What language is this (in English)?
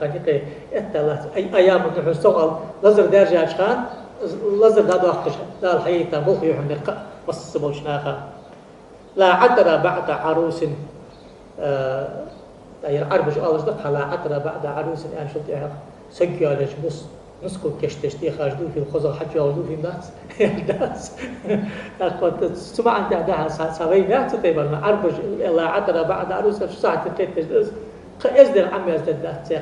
Ingush